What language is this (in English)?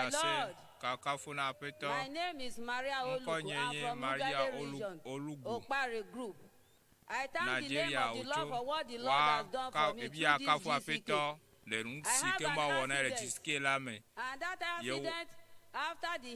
Ewe